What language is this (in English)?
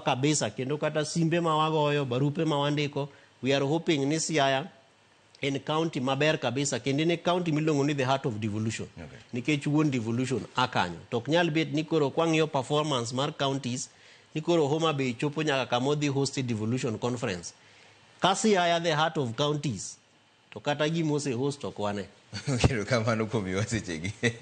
Luo (Kenya and Tanzania)